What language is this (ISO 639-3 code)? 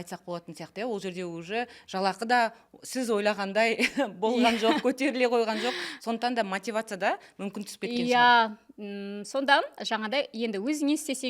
kaz